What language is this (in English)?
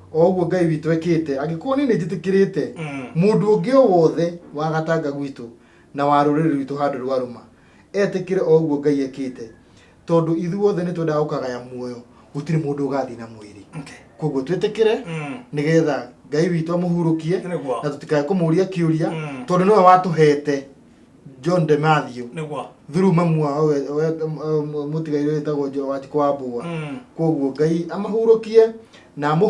Kikuyu